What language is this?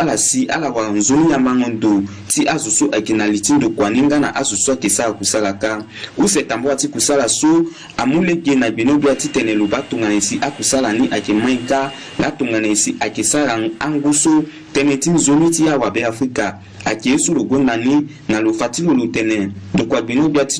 Sango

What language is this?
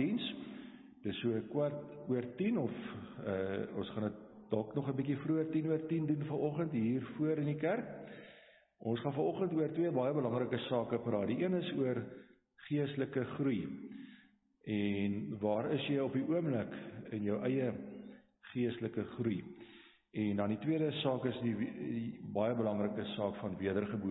Afrikaans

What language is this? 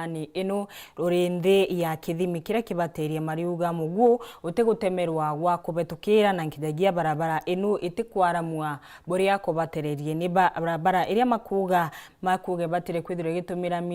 Meru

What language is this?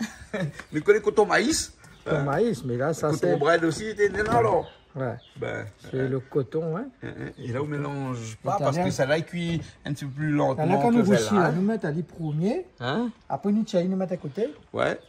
Réunion Creole French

